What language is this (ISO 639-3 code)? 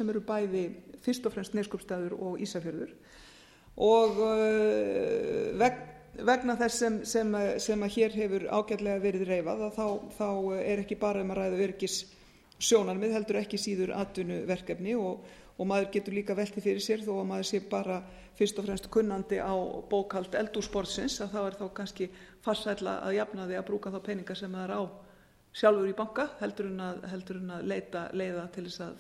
isl